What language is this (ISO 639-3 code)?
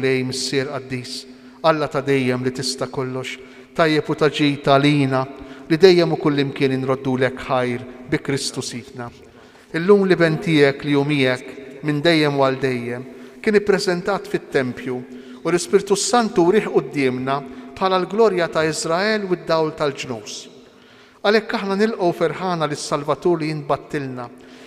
mlt